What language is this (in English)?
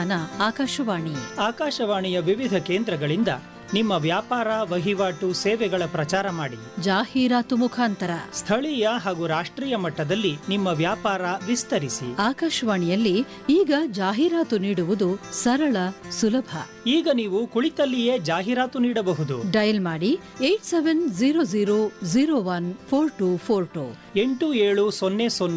Kannada